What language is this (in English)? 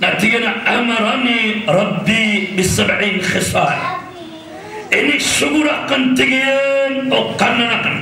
Maranao